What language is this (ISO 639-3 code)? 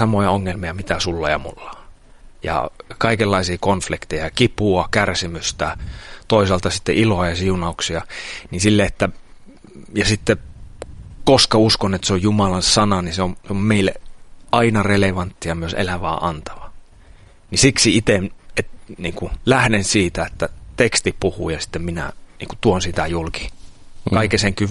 fin